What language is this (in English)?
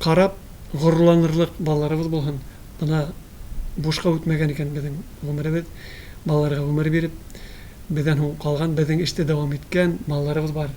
Tatar